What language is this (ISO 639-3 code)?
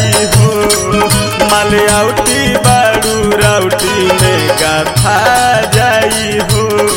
bho